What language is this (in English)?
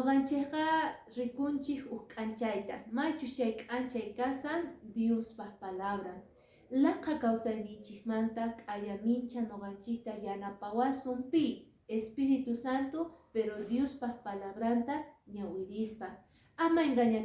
Quechua